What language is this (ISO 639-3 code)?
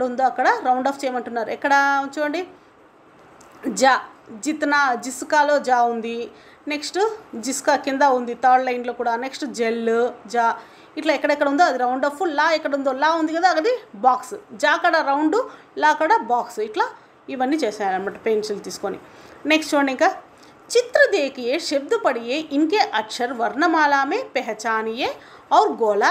tel